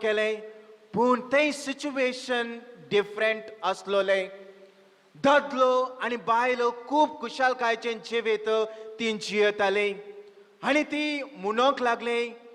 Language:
Konkani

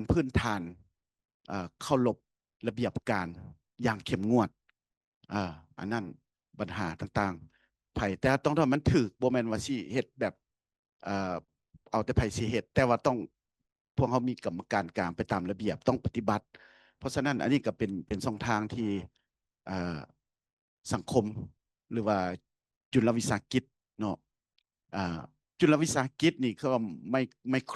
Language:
Lao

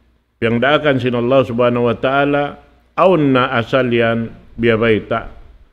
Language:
Tausug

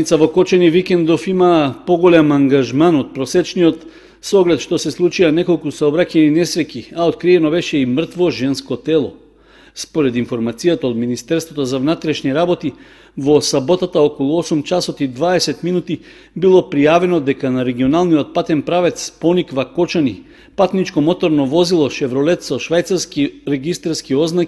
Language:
Macedonian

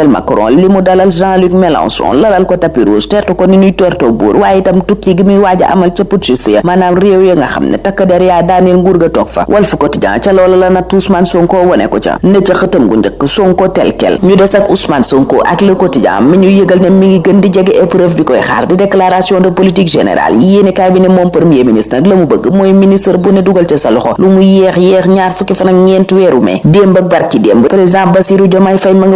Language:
Wolof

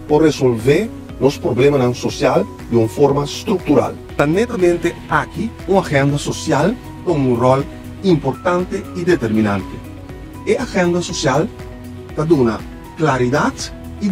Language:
Papiamento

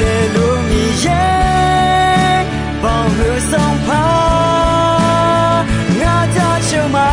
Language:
Akha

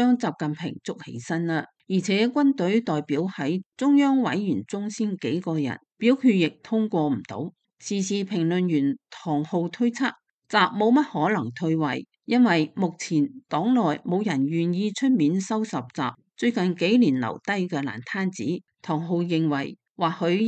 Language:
Cantonese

